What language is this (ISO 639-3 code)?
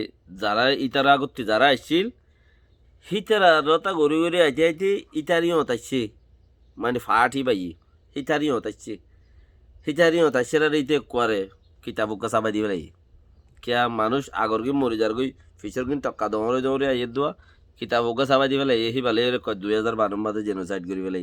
rhg